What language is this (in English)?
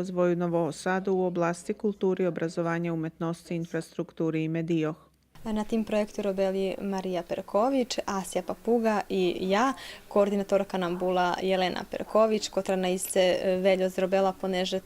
Rusyn